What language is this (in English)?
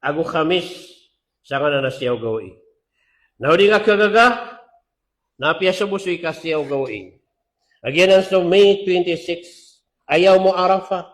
Maranao